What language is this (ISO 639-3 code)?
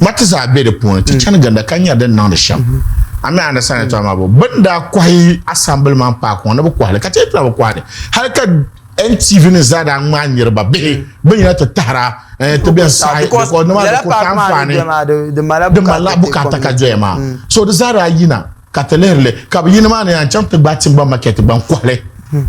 dag